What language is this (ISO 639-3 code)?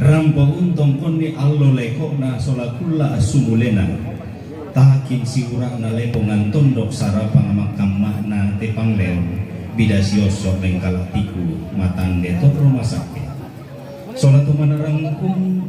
sda